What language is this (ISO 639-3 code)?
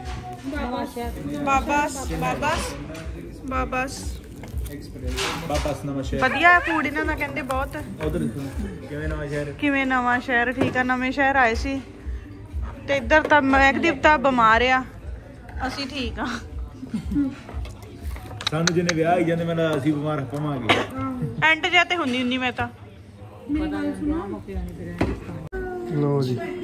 pan